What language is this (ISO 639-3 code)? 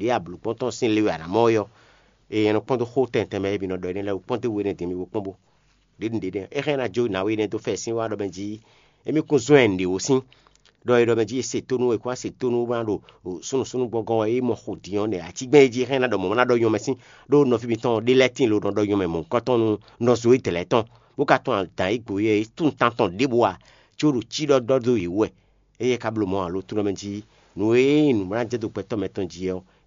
fon